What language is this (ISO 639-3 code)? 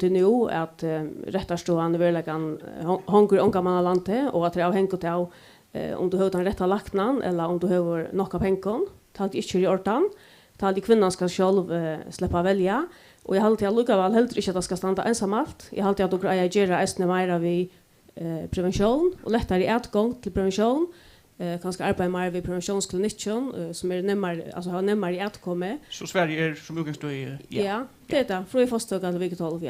fao